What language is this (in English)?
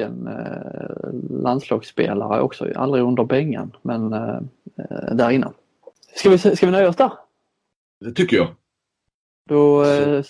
Swedish